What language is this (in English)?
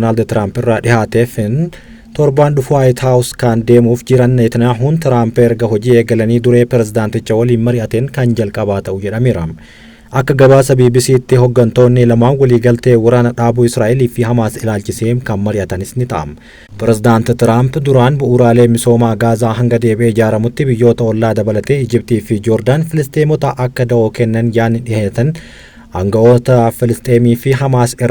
Oromo